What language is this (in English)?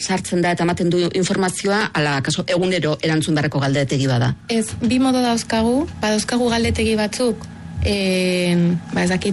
Basque